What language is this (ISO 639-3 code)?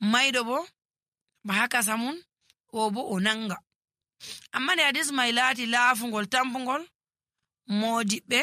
fuv